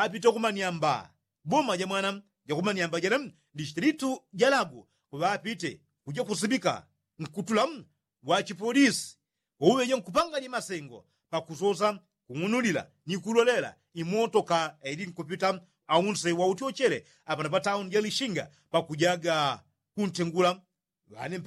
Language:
Yao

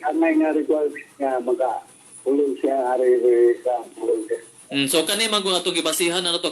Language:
Cebuano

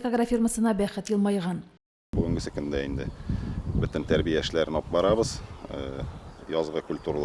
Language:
Tatar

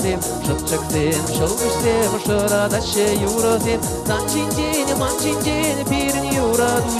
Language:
Chuvash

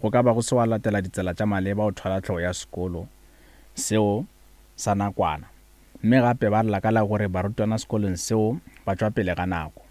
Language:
Northern Sotho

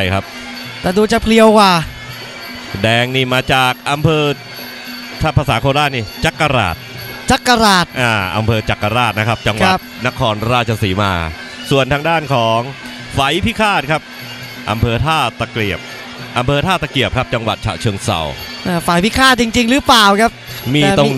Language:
Thai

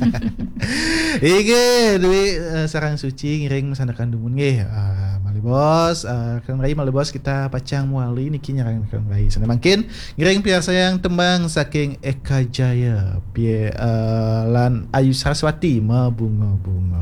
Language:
Balinese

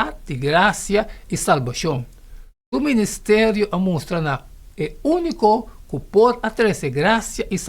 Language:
Papiamento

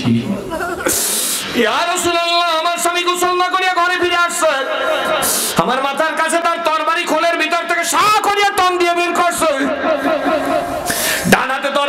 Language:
Bangla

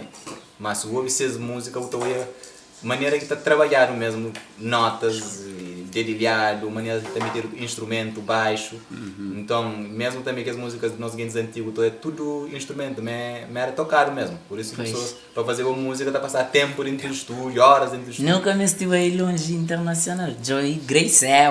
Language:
Kabuverdianu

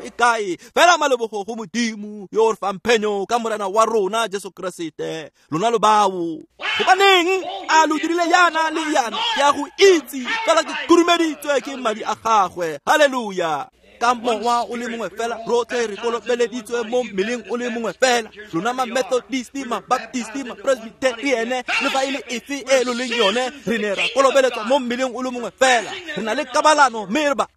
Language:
Tswana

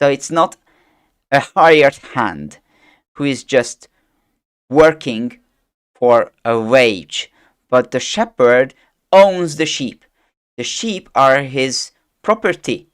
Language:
English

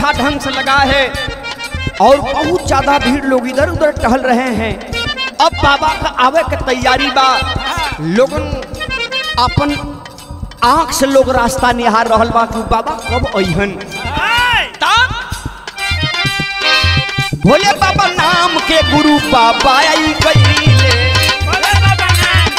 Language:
Bhojpuri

